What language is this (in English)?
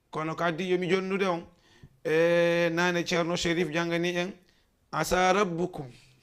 Fula